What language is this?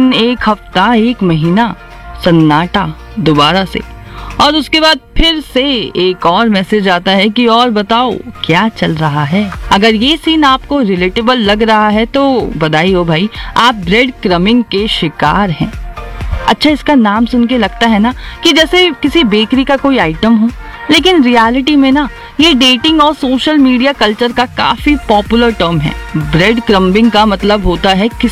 Hindi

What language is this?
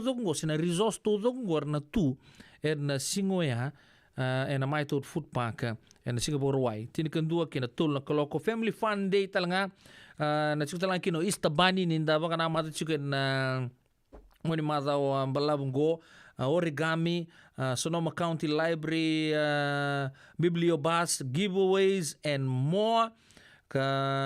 Fijian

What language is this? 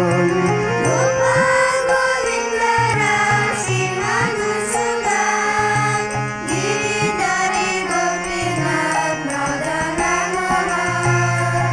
Hindi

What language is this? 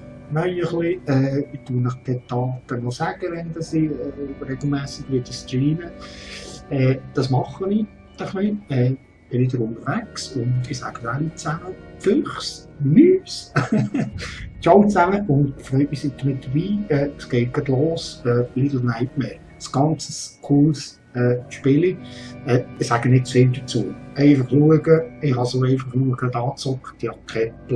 Swiss German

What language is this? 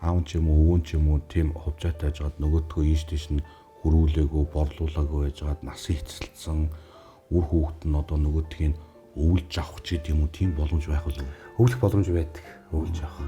Mongolian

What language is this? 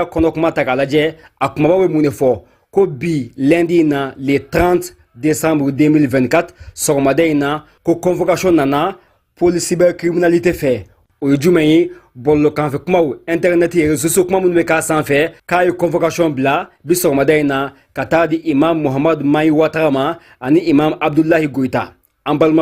Bambara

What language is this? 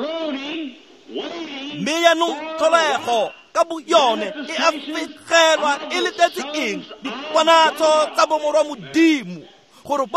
Tswana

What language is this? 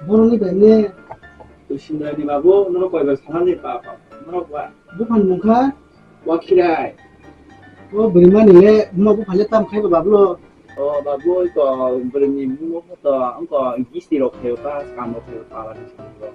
Kok Borok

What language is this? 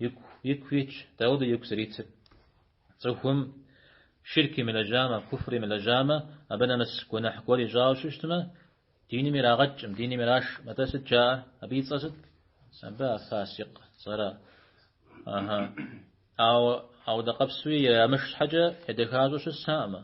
Kabardian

